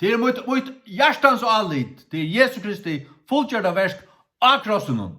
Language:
Faroese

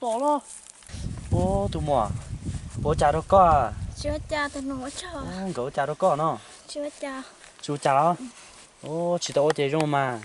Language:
Hmong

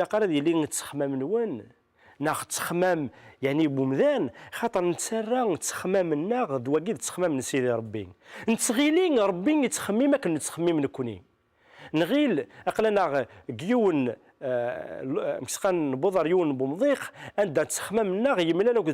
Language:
Kabyle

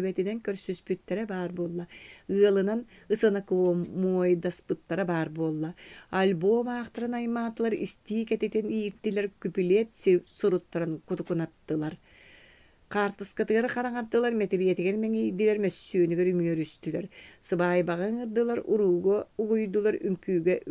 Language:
Yakut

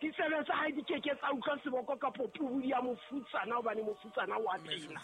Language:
Southern Sotho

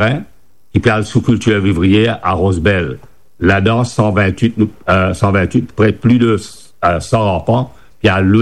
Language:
Morisyen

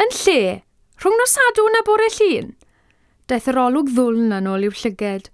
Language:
Welsh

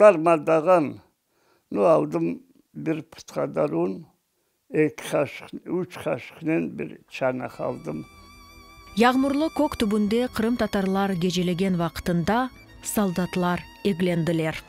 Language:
Crimean Tatar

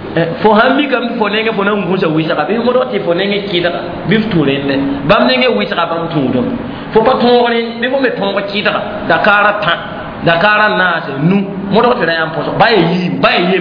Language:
Mossi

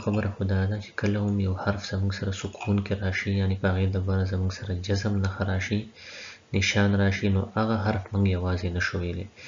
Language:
Pashto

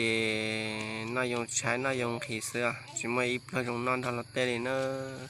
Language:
Hmong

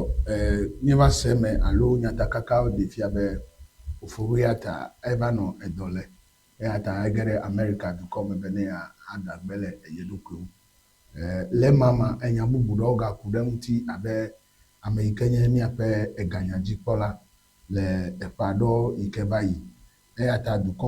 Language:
Ewe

